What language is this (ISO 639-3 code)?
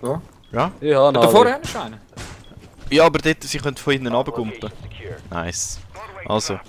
gsw